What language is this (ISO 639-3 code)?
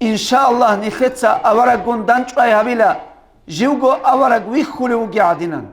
ava